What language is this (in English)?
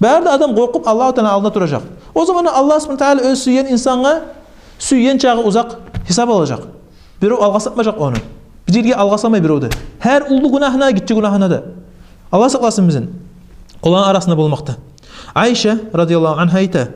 Kumyk